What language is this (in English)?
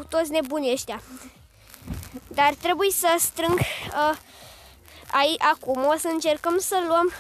Romanian